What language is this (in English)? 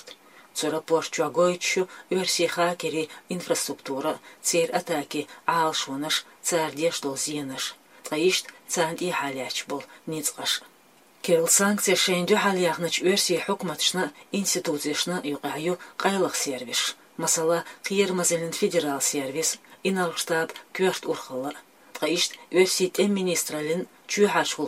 Chechen